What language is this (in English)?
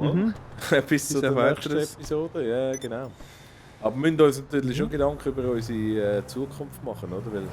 Swiss German